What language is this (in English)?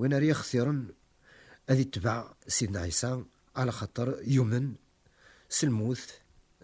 Kabyle